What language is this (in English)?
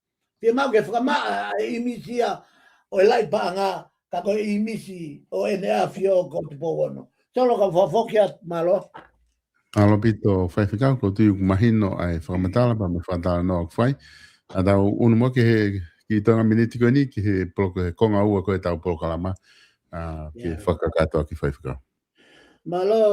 Tongan